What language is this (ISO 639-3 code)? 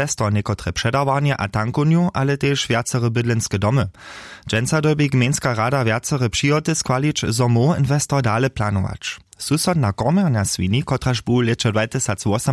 hsb